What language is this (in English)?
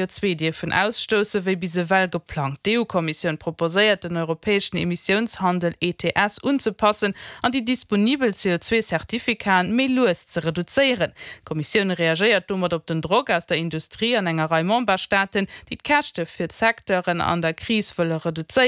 Luxembourgish